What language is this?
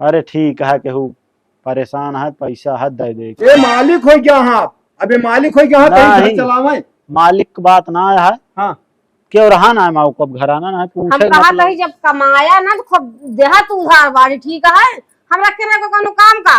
Awadhi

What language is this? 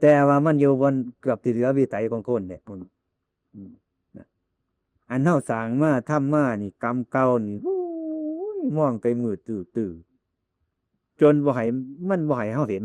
Northeastern Thai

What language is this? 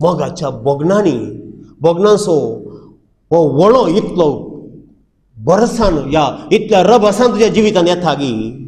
Konkani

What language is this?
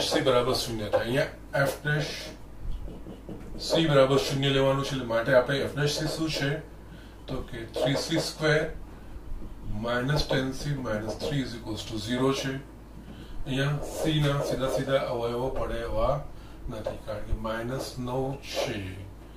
Gujarati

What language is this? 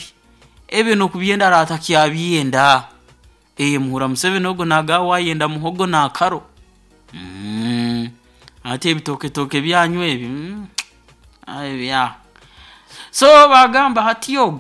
Nyoro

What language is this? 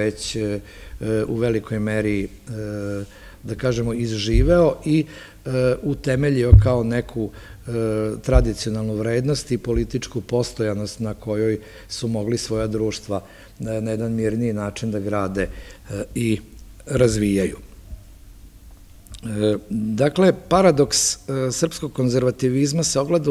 Serbian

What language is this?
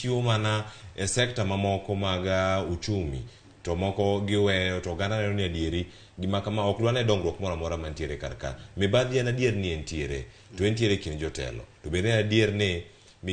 Luo (Kenya and Tanzania)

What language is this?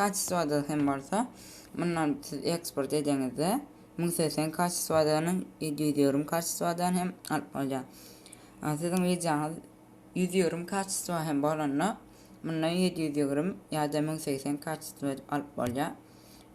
Turkmen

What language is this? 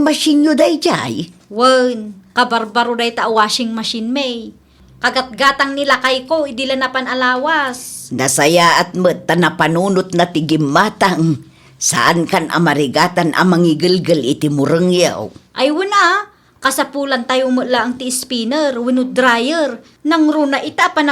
Iloko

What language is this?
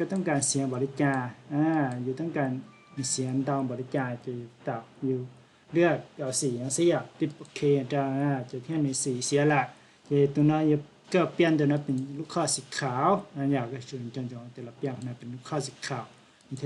Hmong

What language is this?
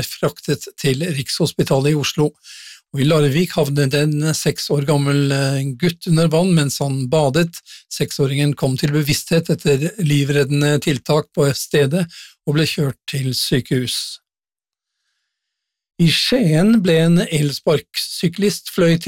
Norwegian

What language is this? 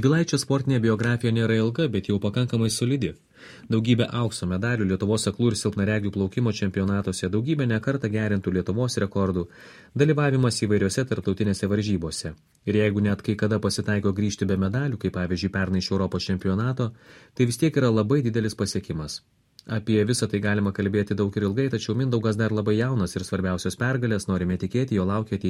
Lithuanian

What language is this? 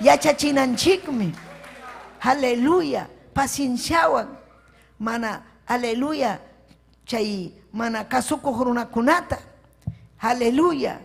Ayacucho Quechua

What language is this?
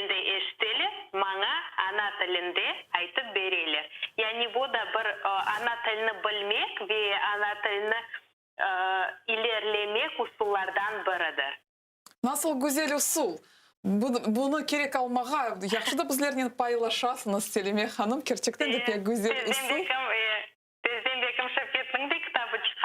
Crimean Tatar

